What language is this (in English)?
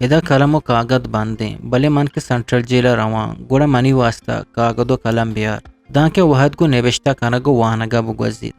Eastern Balochi